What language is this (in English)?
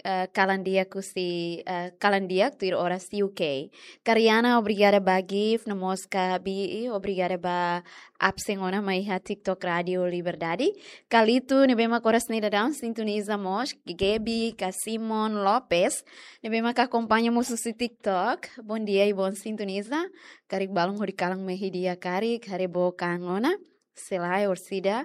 Tetum